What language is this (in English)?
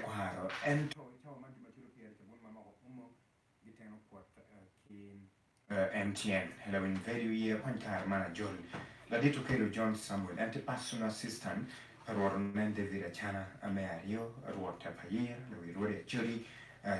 Acoli